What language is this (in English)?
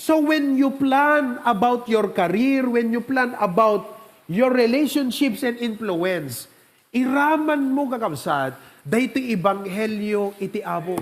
Iloko